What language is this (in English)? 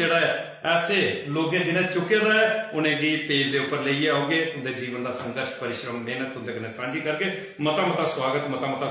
Dogri